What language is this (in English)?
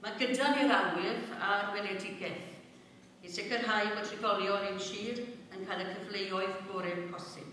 Welsh